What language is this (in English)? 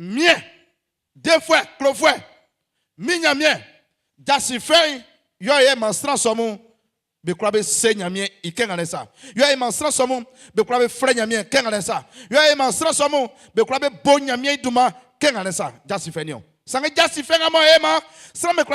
Baoulé